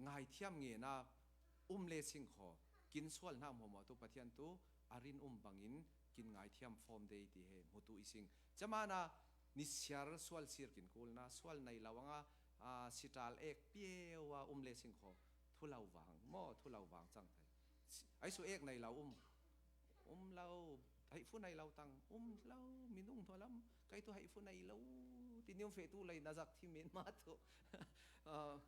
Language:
Falam Chin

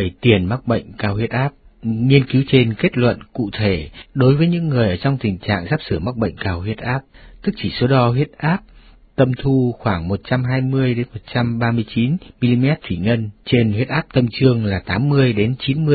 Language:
Vietnamese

